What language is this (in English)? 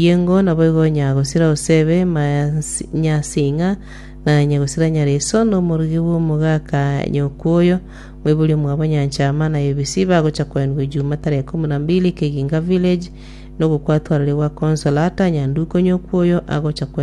Gusii